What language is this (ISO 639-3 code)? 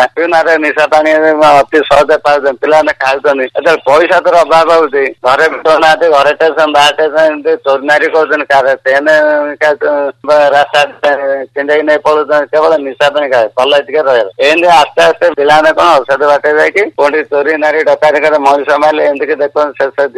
ori